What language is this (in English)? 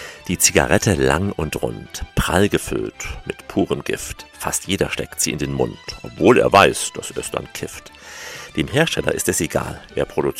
German